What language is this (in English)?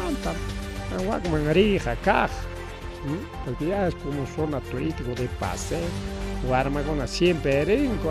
Ayacucho Quechua